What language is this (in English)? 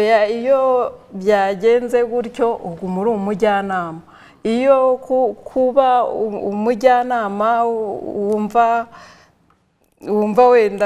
Kinyarwanda